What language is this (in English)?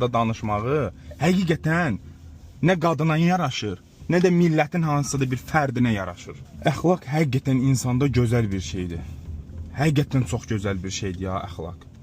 Azerbaijani